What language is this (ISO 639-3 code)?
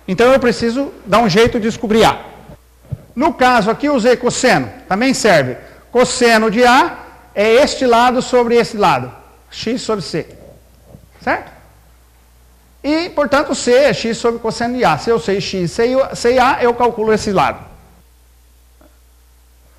por